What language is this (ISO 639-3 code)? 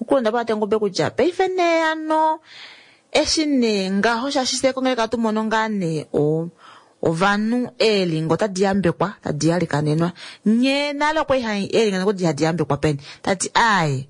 kua